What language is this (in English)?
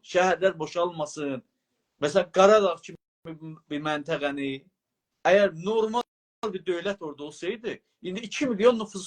South Azerbaijani